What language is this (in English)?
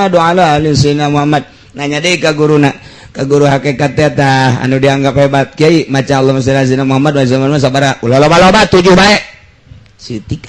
Sundanese